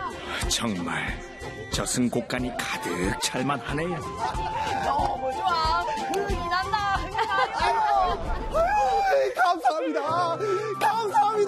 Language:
Korean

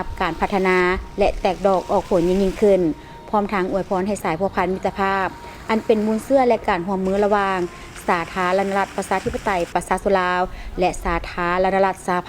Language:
Lao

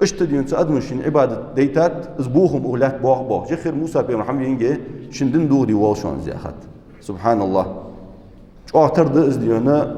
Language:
Ingush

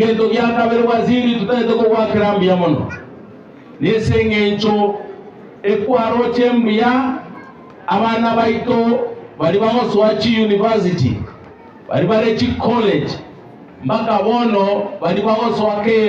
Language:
Gusii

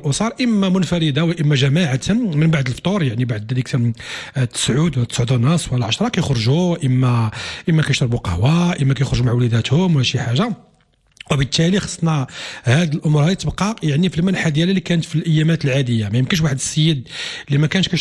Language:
Moroccan Arabic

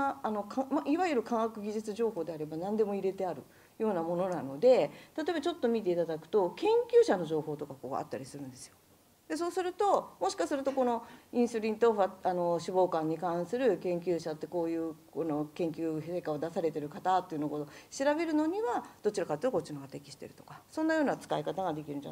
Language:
Japanese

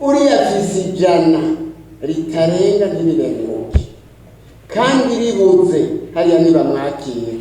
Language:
Rundi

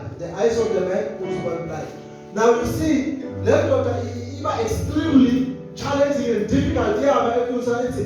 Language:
Zulu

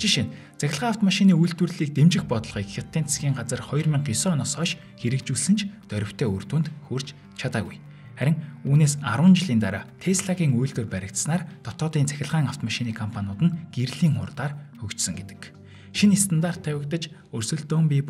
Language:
Mongolian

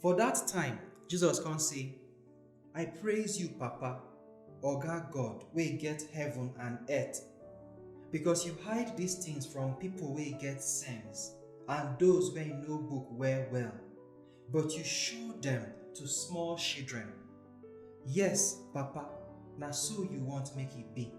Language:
Nigerian Pidgin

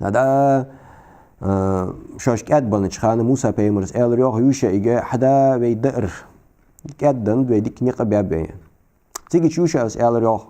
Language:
Ingush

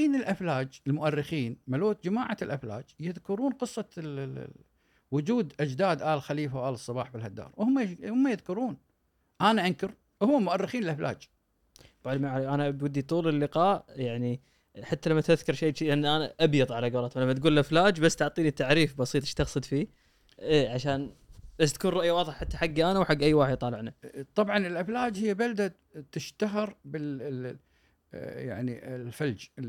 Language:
Gulf Arabic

